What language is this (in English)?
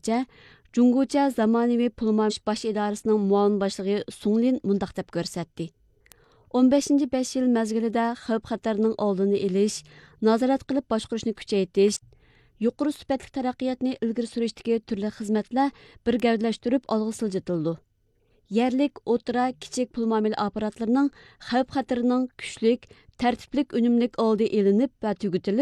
Uyghur